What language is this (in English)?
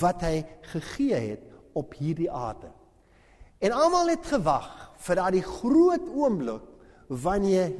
Afrikaans